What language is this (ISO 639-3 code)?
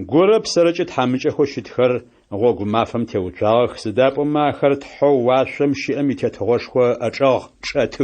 ady